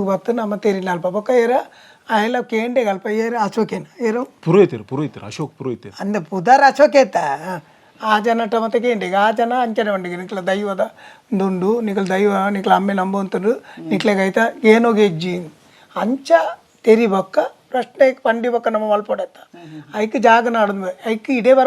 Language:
Tulu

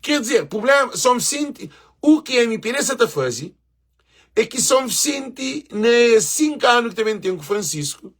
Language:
Kabuverdianu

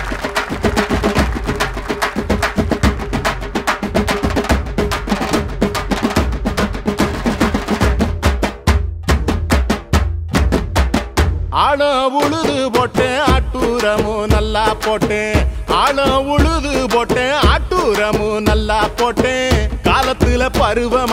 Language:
Tamil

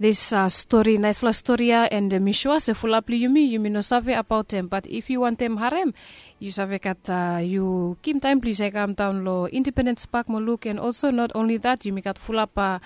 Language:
Bislama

